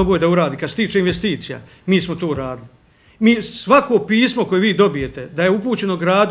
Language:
Bosnian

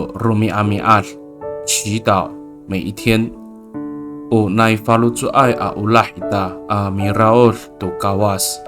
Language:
Amis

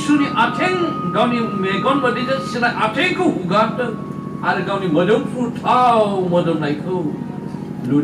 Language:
Bodo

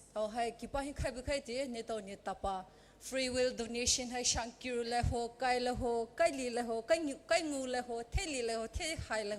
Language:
Poumei Naga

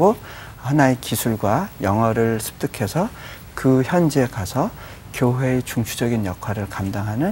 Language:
Korean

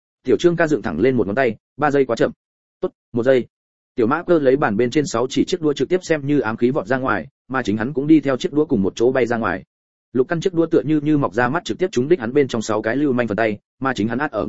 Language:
Vietnamese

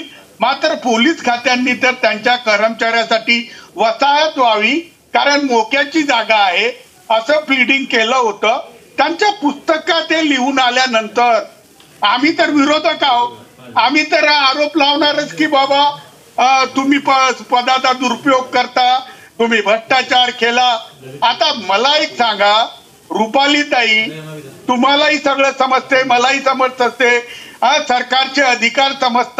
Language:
Marathi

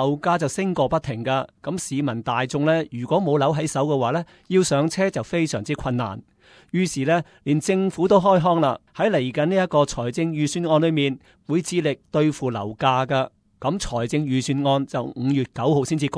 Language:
Cantonese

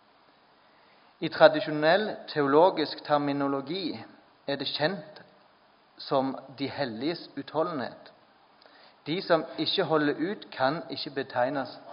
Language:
Norwegian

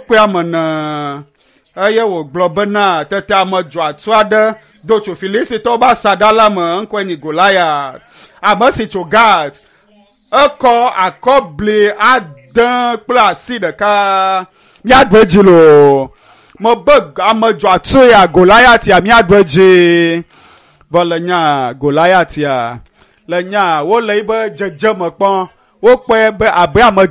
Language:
Ewe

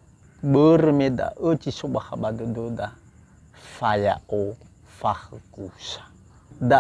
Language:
Nias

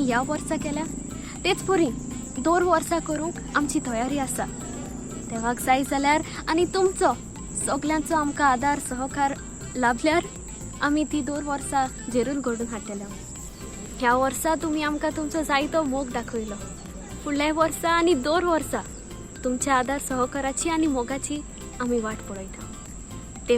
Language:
Konkani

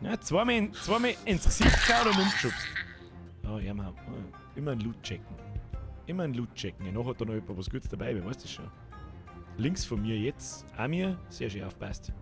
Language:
Bavarian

